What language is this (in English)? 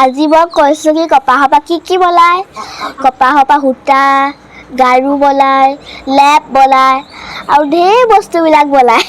Assamese